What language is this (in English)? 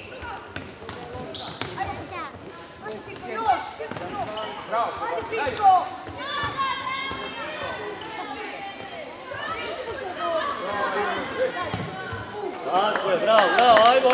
Croatian